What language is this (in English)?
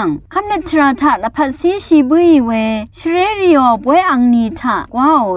Rawang